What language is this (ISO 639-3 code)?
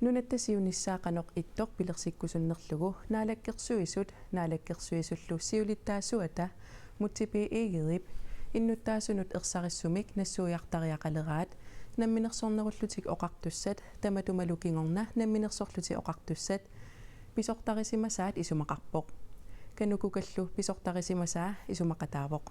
kal